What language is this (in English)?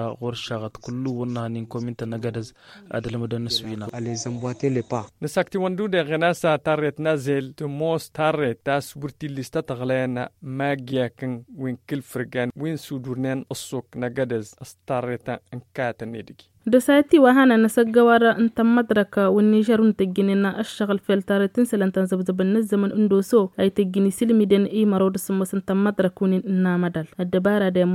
Tamasheq